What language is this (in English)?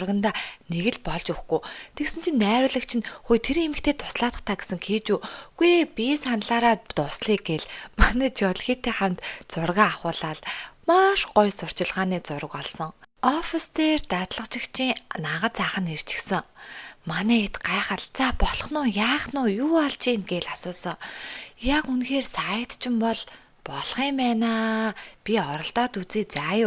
Mongolian